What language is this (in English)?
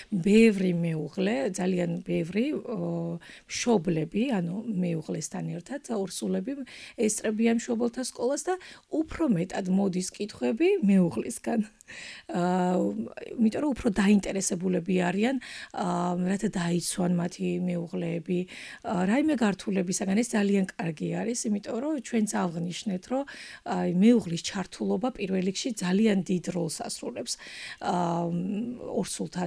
Georgian